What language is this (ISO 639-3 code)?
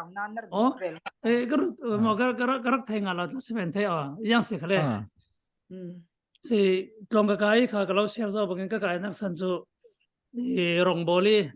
cfm